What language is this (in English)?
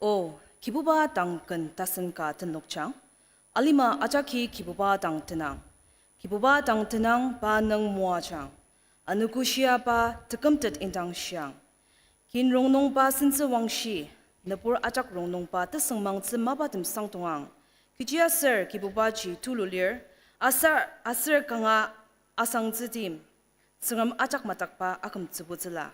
Ao Naga